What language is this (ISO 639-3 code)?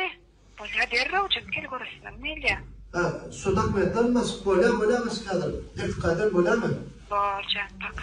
tuk